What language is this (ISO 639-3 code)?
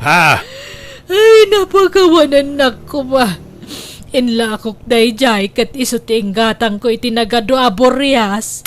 ilo